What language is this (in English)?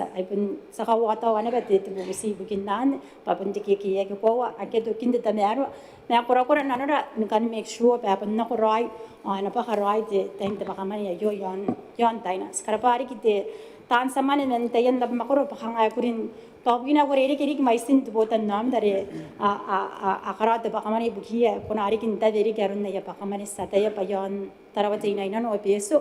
Gilbertese